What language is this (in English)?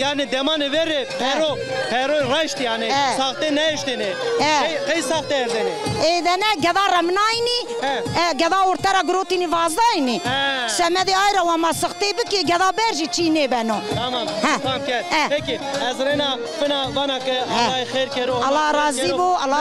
Zaza